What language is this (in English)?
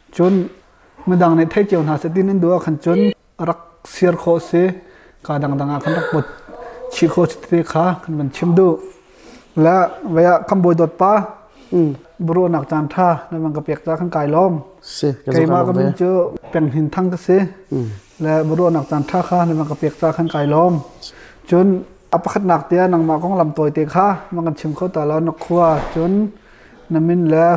Hakha Chin